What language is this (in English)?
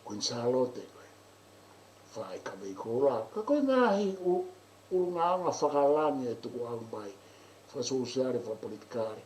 Tongan